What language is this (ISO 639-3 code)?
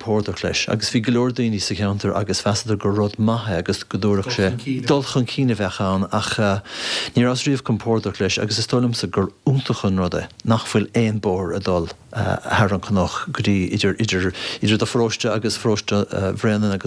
gle